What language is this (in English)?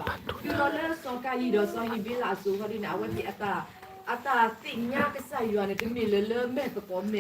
S'gaw Karen